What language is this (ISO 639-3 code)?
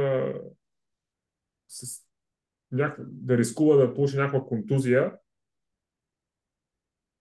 bul